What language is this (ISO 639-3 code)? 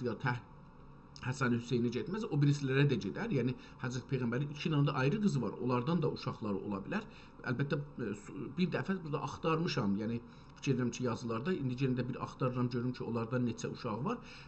azb